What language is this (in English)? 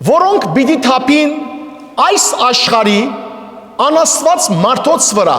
Western Armenian